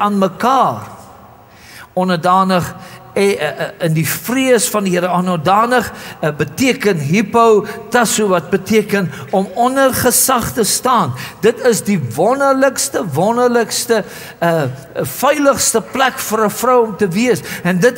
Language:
Afrikaans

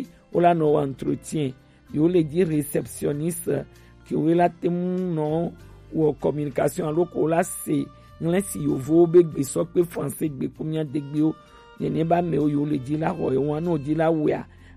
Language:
Gen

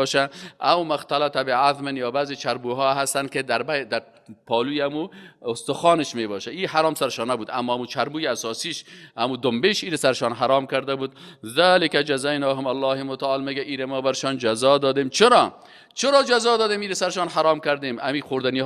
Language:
Persian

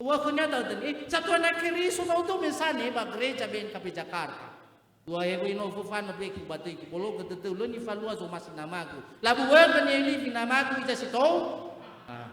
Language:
Nias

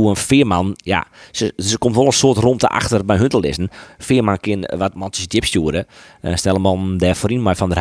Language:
Western Frisian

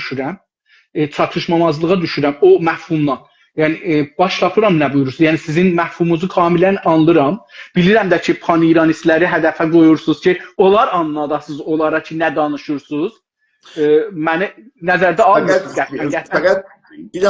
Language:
South Azerbaijani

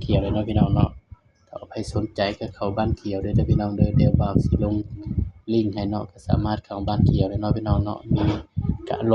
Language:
Northeastern Thai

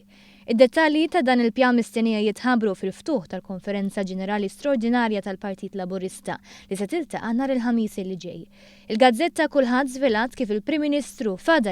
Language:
Maltese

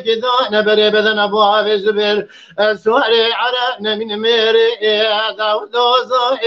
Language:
Kurdish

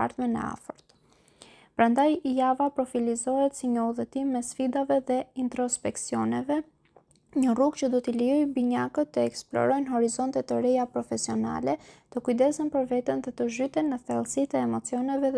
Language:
Albanian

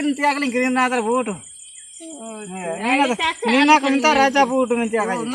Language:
Ho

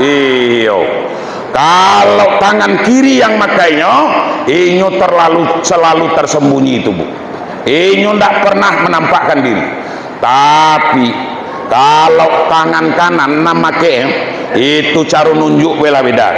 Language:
Minangkabau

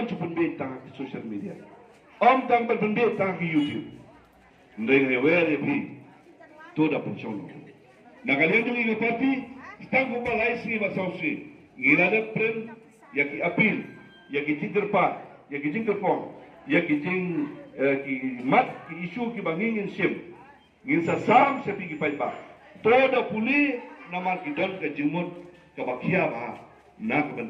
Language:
Khasi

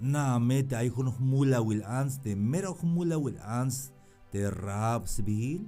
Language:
Tzeltal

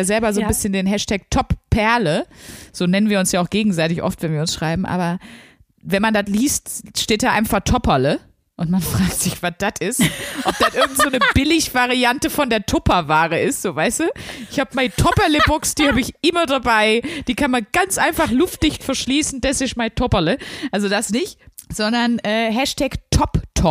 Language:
German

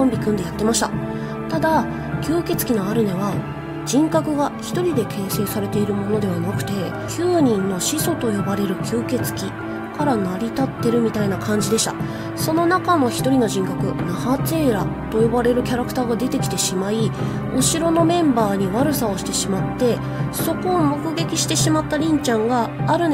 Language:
Japanese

